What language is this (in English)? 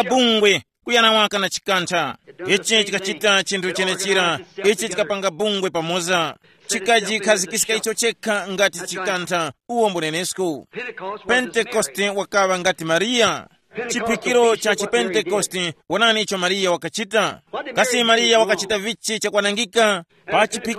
Tumbuka